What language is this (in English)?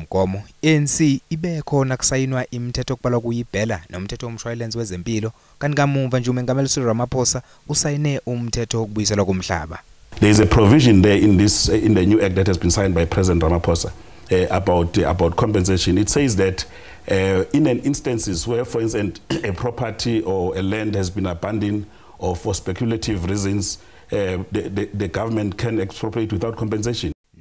Zulu